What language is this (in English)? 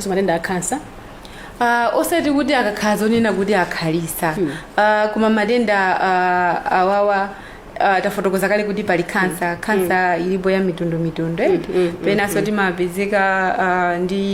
Nyanja